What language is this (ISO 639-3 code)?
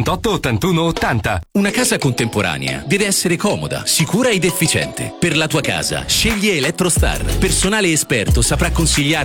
ita